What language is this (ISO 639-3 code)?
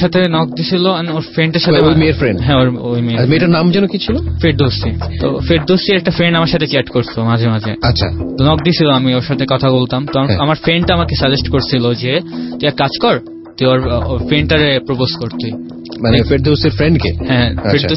ben